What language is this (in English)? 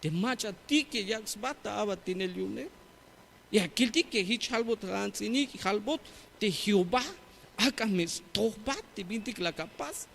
Tzeltal